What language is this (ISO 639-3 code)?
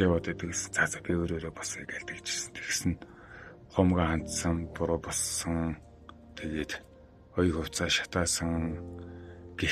mon